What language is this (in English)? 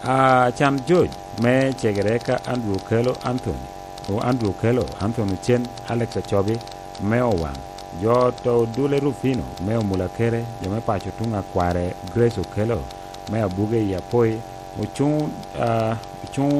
Lango (Uganda)